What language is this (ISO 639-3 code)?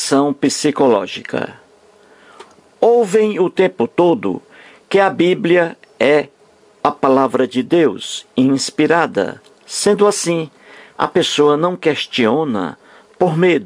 por